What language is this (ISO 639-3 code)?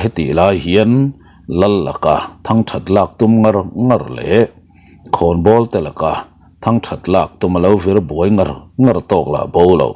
lus